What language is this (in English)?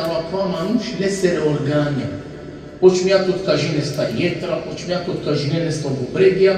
Balkan Romani